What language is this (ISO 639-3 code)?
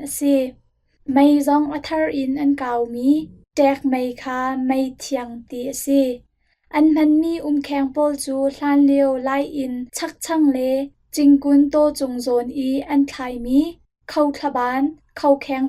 cnh